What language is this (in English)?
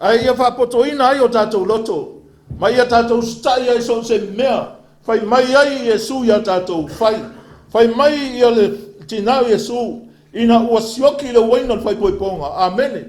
Samoan